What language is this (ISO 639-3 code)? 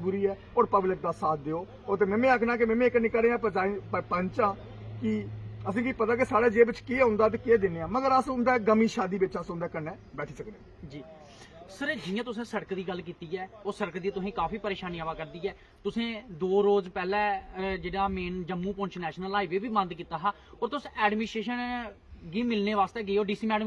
doi